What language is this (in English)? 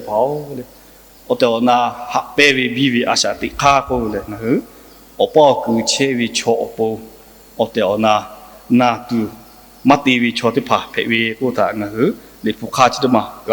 Lahu